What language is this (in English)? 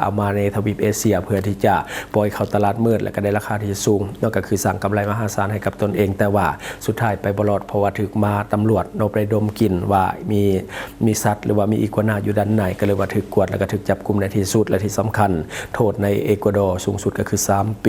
Lao